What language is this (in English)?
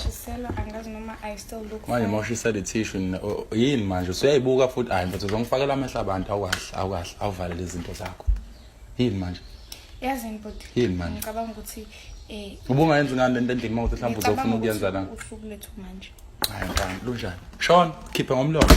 Zulu